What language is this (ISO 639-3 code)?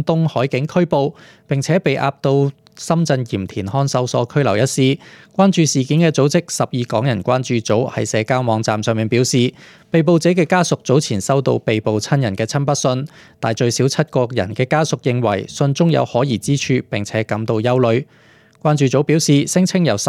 yue